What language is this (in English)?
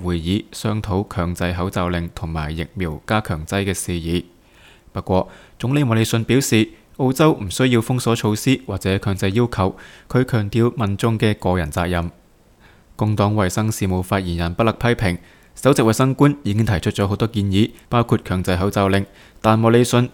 Cantonese